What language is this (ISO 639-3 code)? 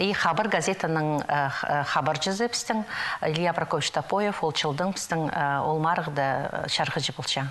kjh